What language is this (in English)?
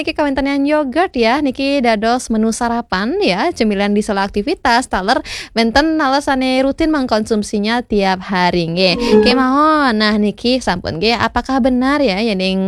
Balinese